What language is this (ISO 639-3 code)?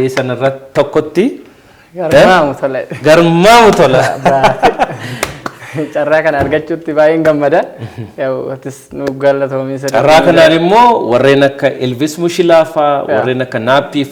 orm